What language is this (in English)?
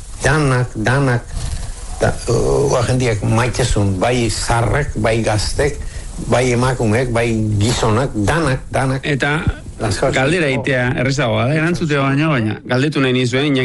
Basque